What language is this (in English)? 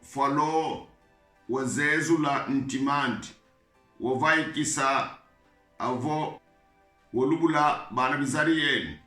Kongo